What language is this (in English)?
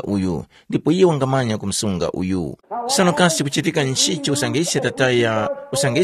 Tumbuka